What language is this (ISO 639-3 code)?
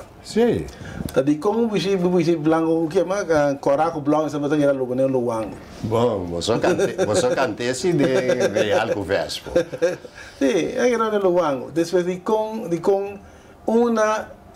pap